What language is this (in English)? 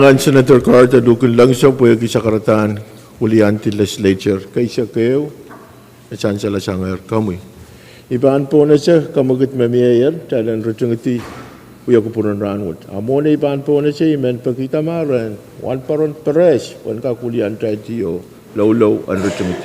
Pohnpeian